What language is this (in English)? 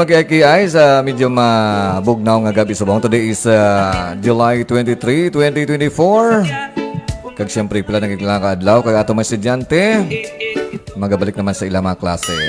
Hiligaynon